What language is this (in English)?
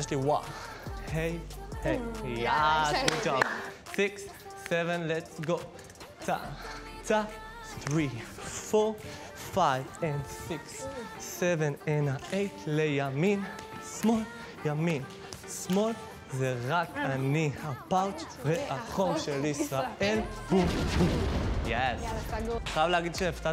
Hebrew